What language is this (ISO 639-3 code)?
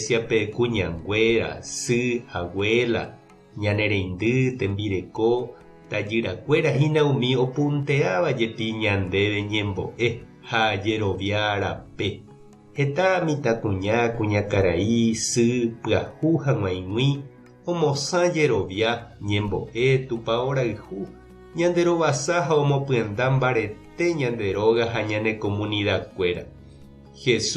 grn